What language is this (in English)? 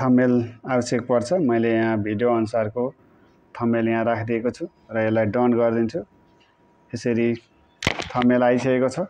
Nepali